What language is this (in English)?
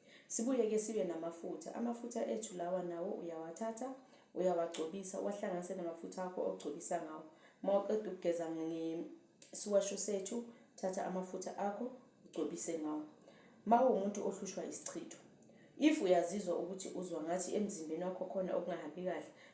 Zulu